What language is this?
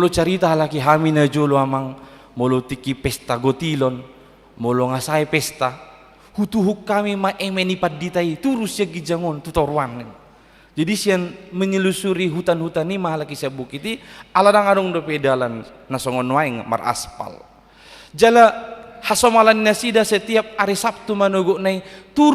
Batak Toba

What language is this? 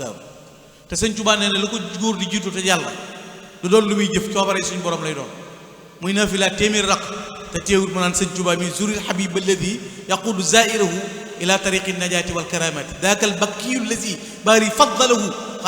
Wolof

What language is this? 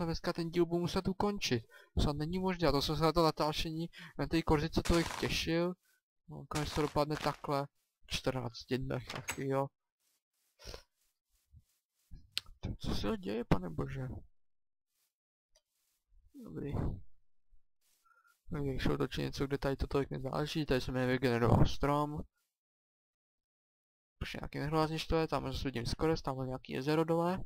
Czech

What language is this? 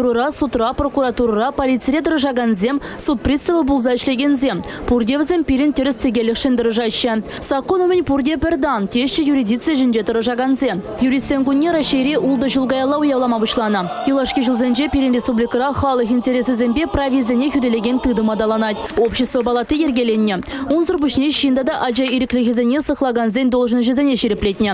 Chuvash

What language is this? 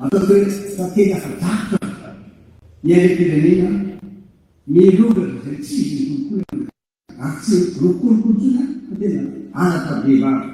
Malagasy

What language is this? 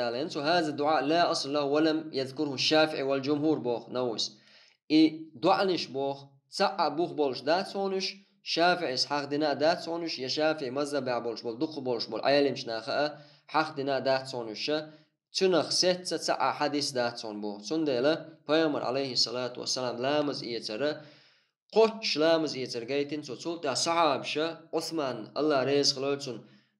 Chechen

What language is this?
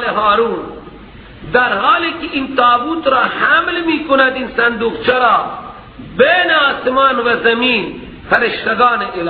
Persian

